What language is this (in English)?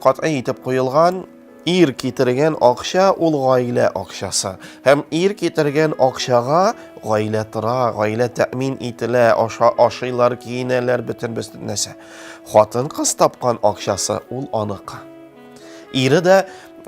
Tatar